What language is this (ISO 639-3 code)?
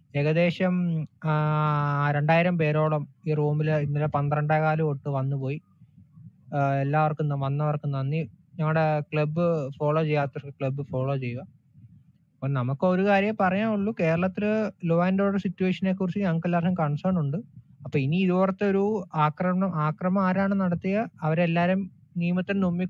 mal